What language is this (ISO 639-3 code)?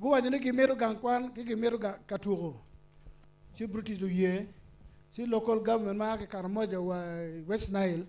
ach